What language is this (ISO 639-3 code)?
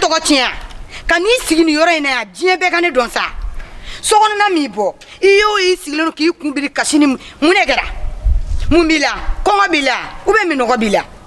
bam